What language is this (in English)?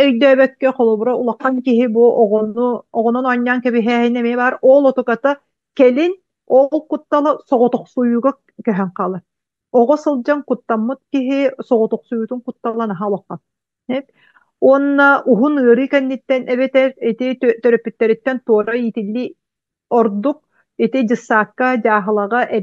Yakut